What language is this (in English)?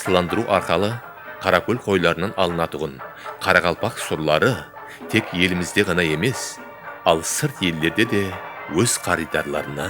Kara-Kalpak